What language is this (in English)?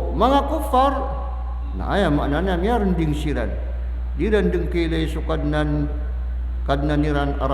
Maranao